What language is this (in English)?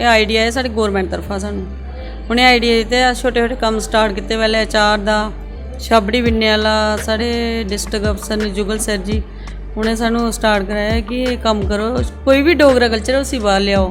Dogri